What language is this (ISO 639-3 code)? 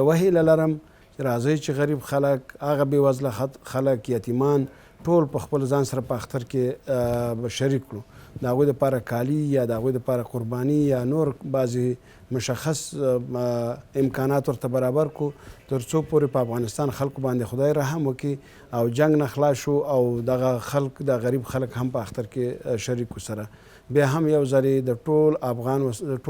pus